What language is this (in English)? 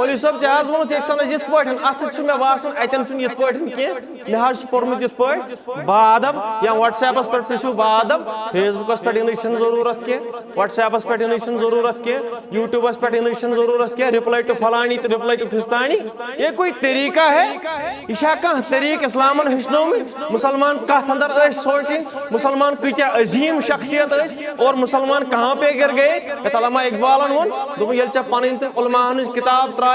Kashmiri